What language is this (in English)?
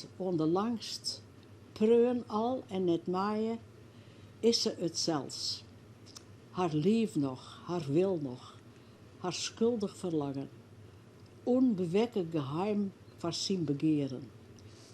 Western Frisian